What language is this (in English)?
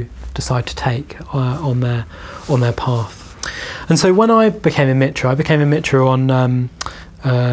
English